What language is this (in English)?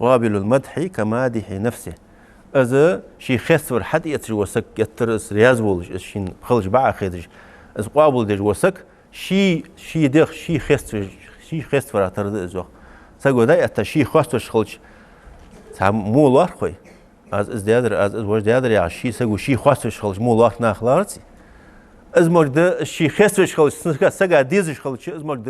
Ingush